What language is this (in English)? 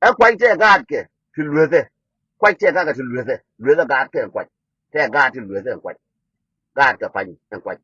Nuer